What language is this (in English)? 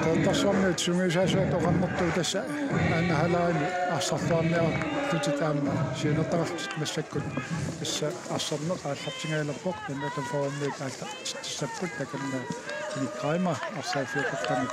Kalaallisut